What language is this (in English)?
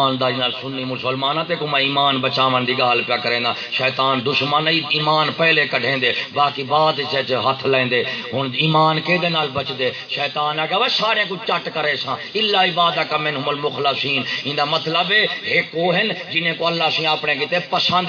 Saraiki